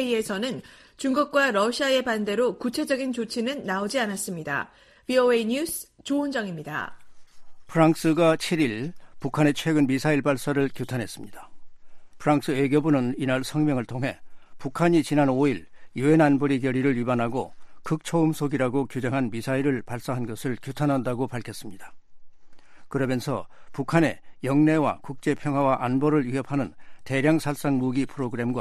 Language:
Korean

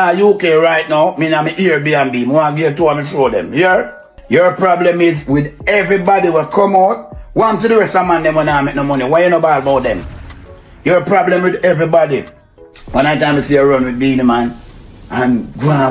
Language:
Jamaican Creole English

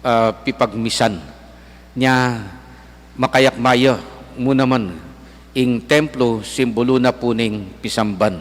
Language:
Pampanga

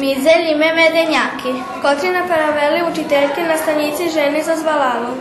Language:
Rusyn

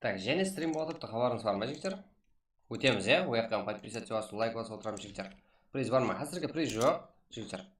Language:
Kara-Kalpak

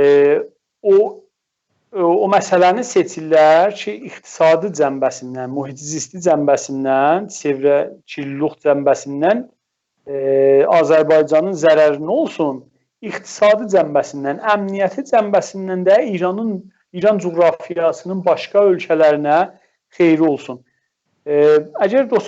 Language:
South Azerbaijani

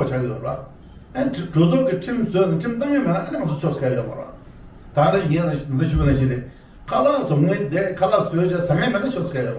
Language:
Tibetan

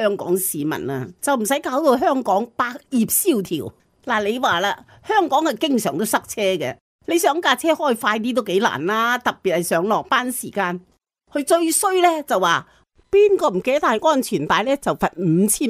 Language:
Cantonese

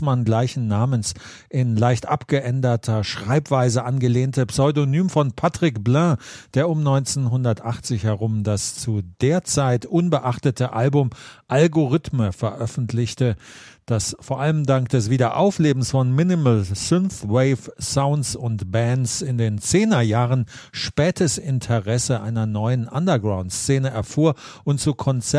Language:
German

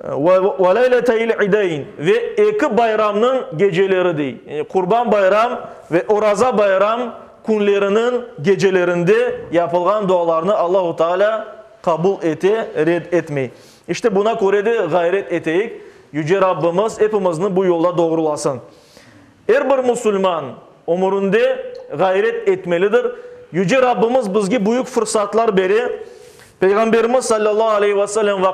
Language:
Crimean Tatar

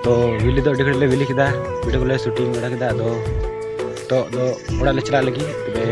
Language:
Santali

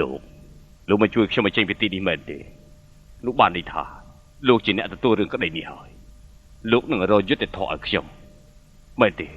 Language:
Khmer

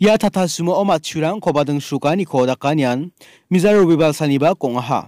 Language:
Garo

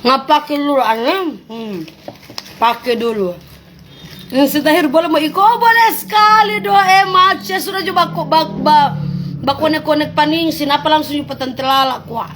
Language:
Manado Malay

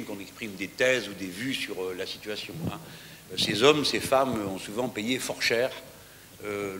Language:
French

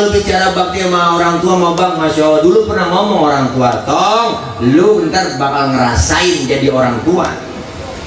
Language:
Betawi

